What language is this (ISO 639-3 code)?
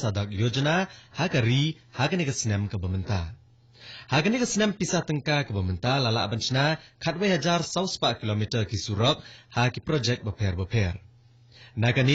kha